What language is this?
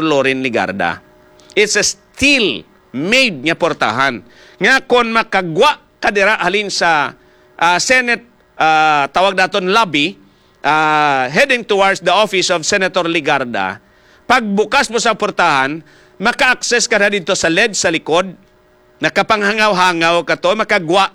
Hiligaynon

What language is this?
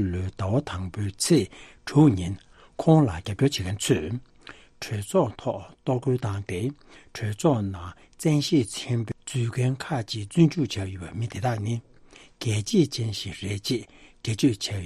Tibetan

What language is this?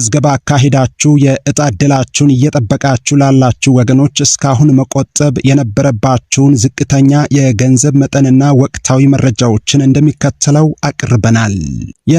Amharic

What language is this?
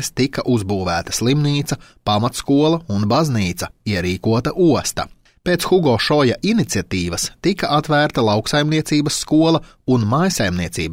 Latvian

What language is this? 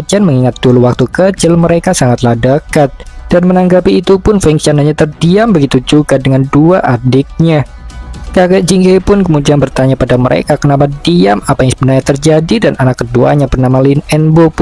Indonesian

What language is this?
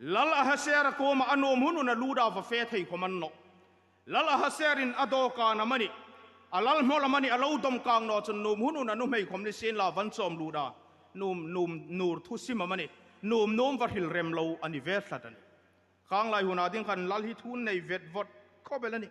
Hmar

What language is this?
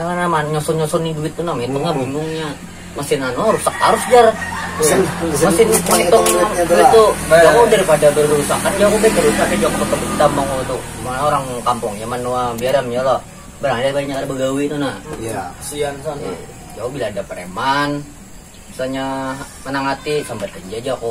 Banjar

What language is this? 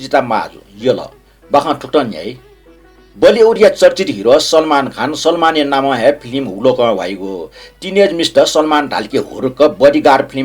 Newari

